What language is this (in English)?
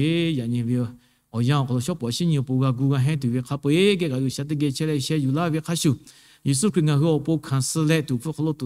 Lahu